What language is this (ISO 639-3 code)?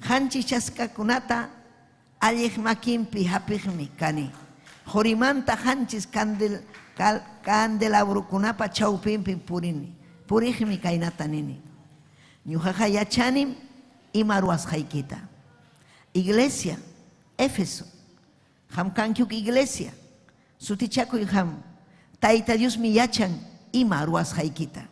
quy